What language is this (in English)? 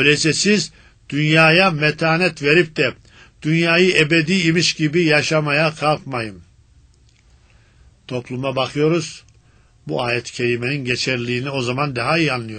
Turkish